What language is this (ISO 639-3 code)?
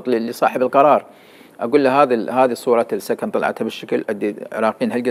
acm